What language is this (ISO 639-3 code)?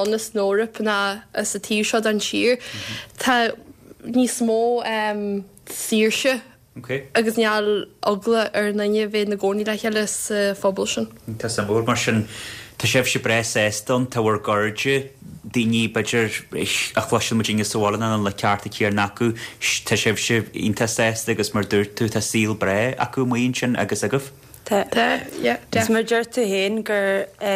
gle